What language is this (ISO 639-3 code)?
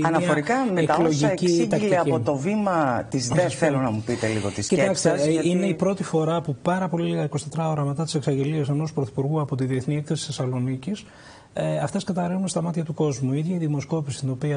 ell